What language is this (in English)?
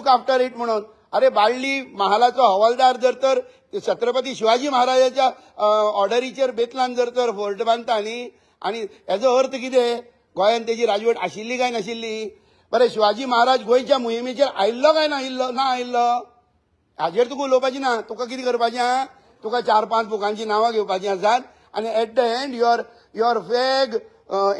Konkani